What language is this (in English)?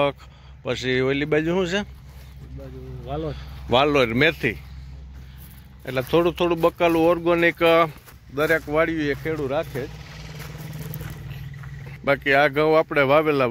Gujarati